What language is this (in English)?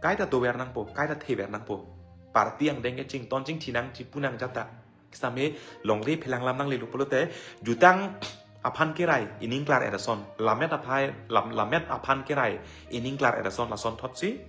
Karbi